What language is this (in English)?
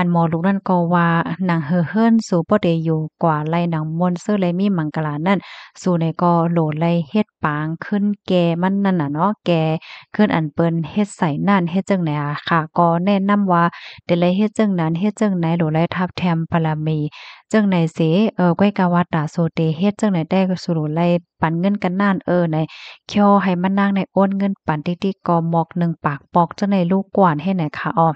Shan